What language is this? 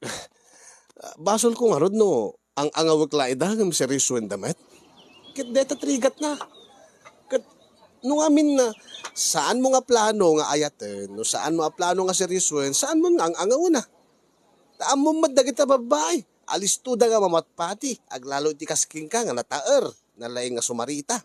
Iloko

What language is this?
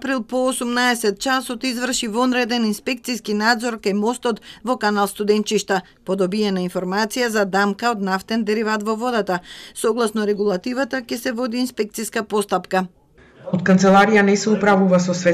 Macedonian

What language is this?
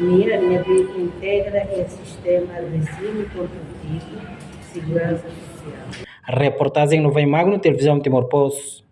Tetum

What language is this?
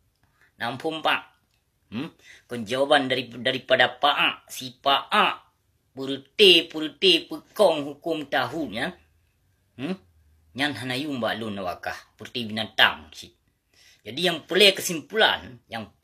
Achinese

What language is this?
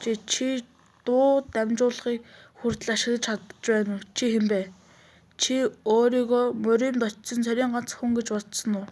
Mongolian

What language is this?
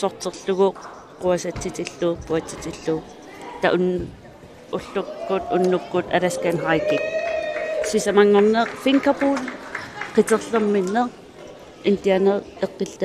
Kalaallisut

